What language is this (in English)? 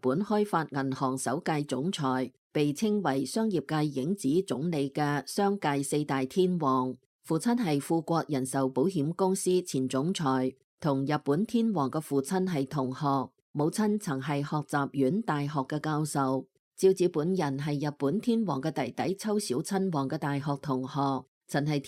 Cantonese